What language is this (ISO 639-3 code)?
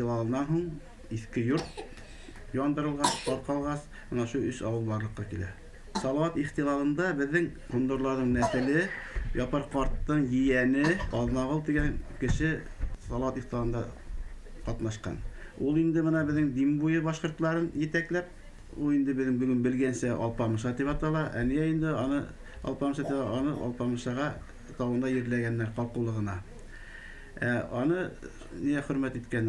bak